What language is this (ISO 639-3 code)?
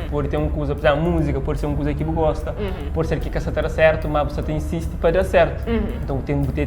kea